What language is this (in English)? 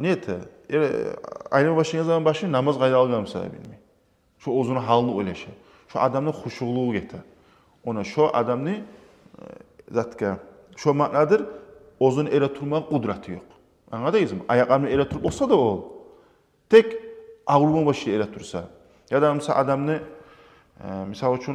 Kumyk